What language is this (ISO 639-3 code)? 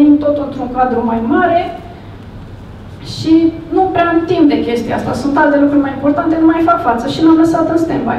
ron